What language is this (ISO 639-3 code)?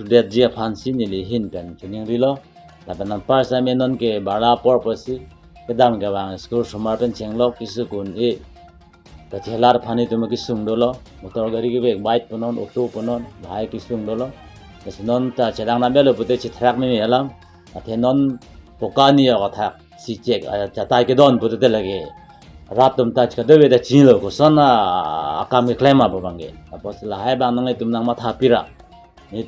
mjw